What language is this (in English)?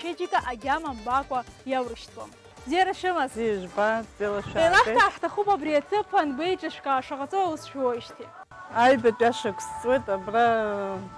Abkhazian